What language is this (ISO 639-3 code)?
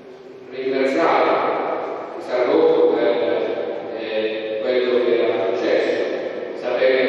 ita